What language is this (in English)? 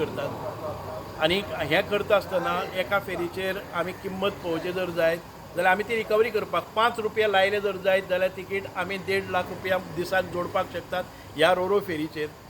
Konkani